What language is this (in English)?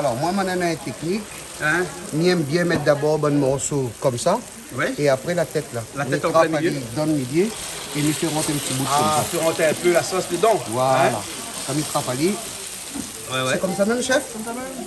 Réunion Creole French